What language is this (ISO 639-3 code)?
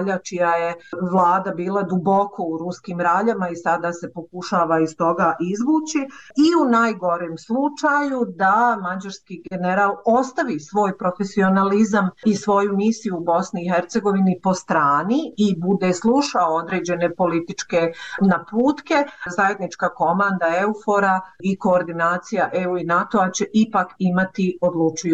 bos